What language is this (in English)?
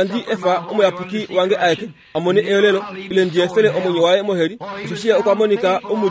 Kuanyama